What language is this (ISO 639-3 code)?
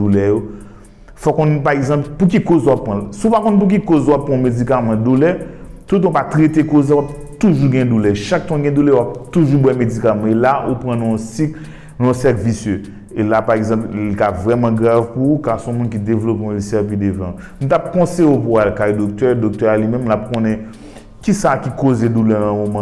hat